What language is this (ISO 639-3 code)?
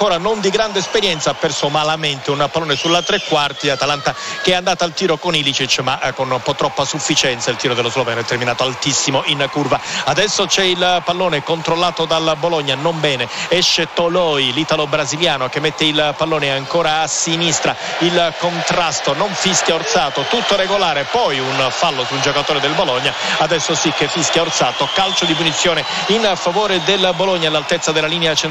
ita